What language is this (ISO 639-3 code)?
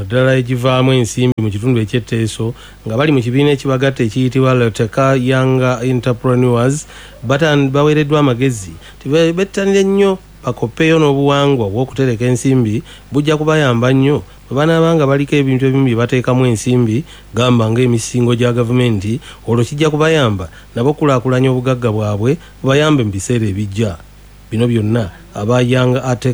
lug